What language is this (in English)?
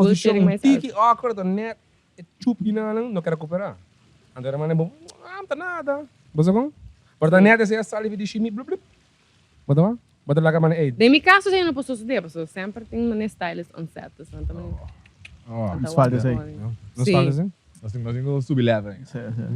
Papiamento